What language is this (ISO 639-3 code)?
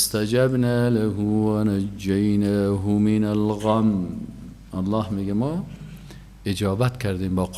fas